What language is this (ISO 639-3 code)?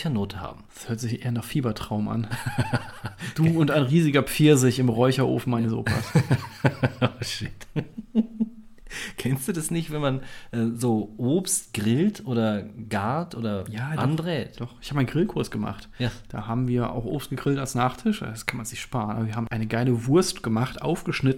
deu